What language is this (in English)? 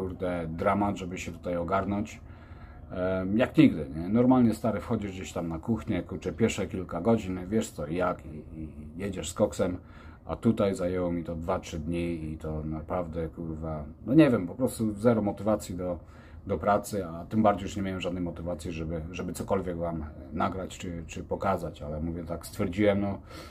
Polish